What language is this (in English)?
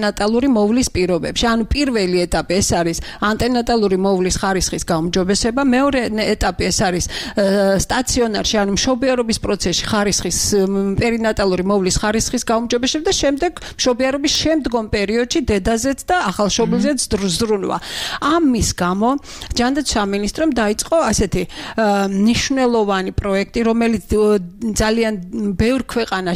Georgian